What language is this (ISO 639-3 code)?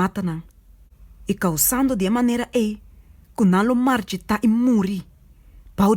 pap